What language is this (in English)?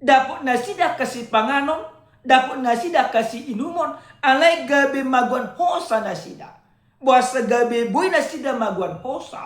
Batak Toba